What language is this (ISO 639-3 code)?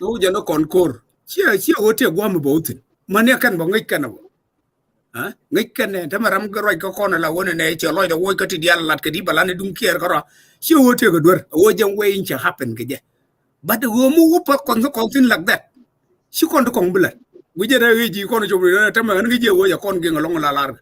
nus